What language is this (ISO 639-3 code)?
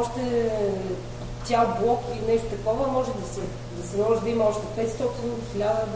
bul